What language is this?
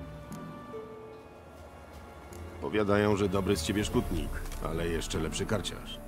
Polish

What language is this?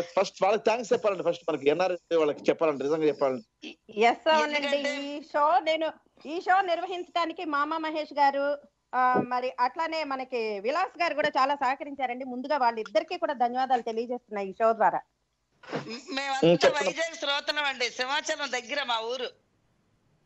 Telugu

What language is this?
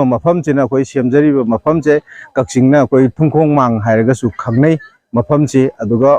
Manipuri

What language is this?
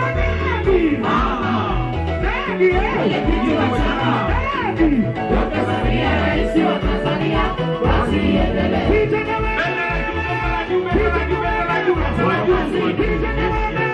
Swahili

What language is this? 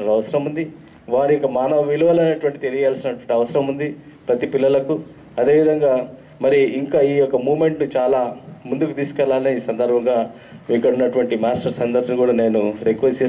Telugu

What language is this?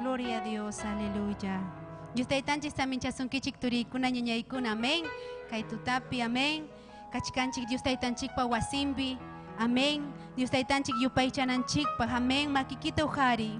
Ayacucho Quechua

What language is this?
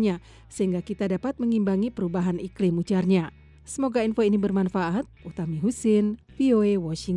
Indonesian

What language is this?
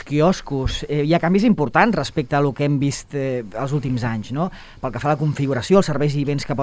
Catalan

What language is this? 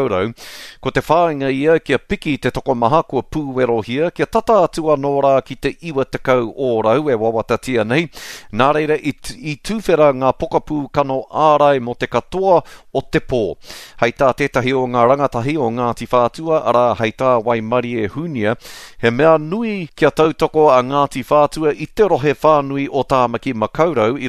Māori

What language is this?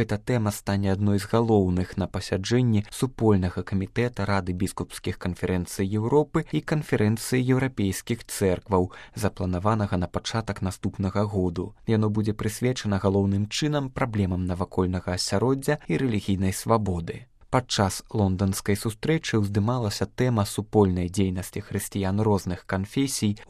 Belarusian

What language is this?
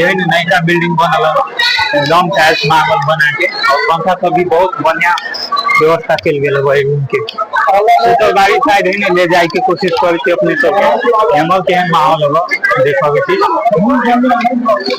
Maithili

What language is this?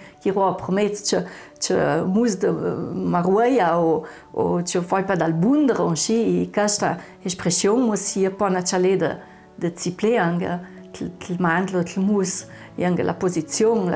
Ladin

